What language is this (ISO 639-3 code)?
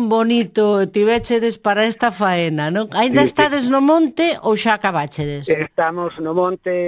glg